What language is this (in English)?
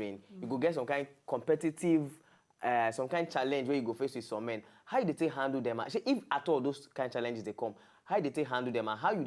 Nigerian Pidgin